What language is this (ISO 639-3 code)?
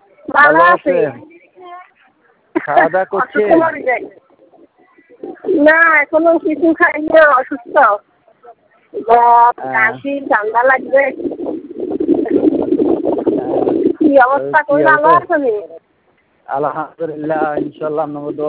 ben